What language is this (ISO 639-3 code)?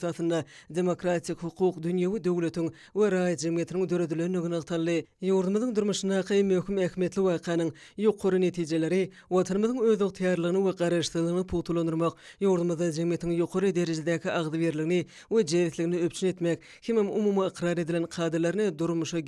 tuk